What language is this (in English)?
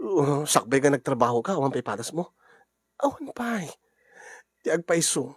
Iloko